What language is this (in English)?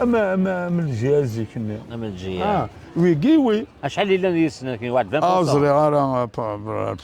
Kabyle